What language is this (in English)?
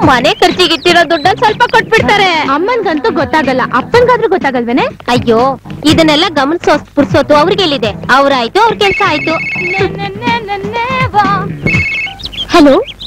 Kannada